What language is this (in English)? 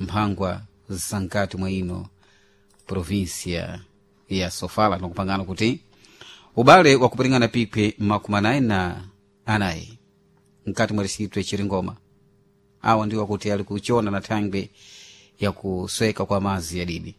Sena